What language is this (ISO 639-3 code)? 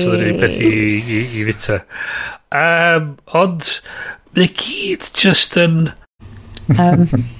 cym